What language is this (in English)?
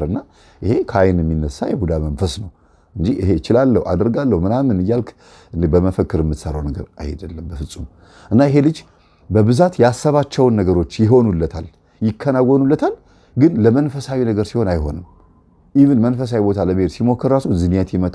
Amharic